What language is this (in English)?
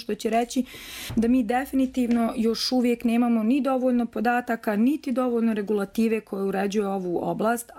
Bosnian